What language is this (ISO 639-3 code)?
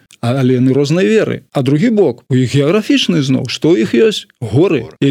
bel